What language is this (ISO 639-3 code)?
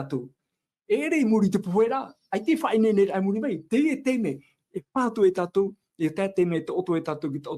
tah